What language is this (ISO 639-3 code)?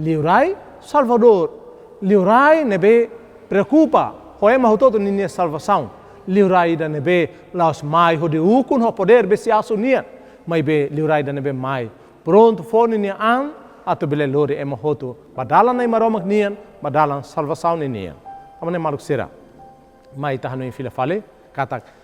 tet